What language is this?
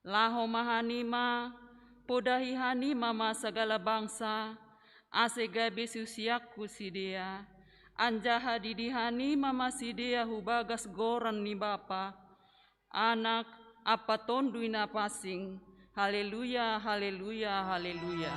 Batak Simalungun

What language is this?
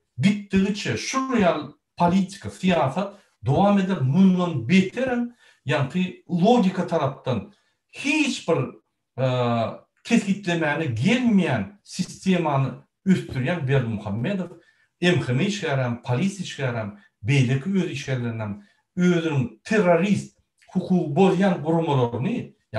Turkmen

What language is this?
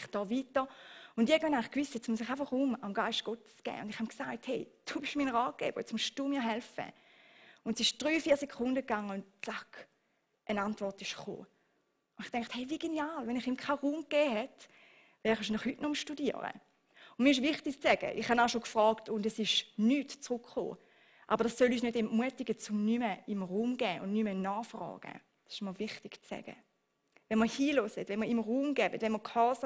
Swiss German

